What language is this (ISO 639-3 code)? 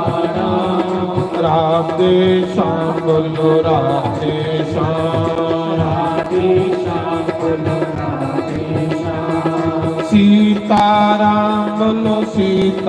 doi